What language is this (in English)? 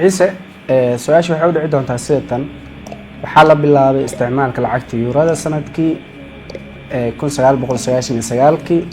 Somali